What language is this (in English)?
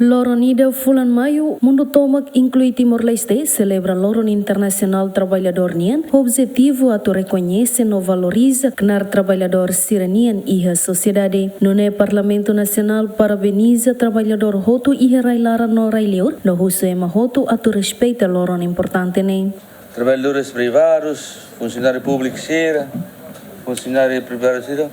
Tetum